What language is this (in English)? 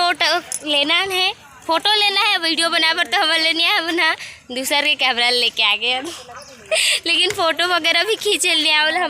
Chhattisgarhi